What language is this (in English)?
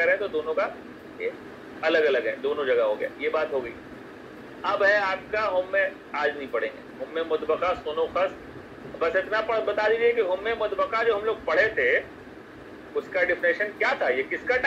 Hindi